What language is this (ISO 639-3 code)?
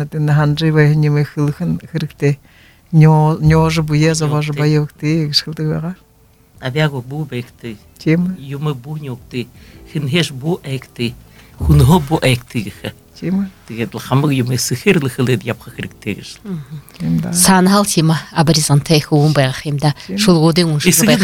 bua